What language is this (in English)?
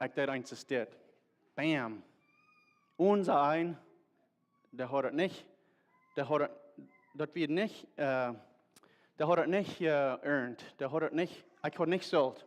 Plautdietsch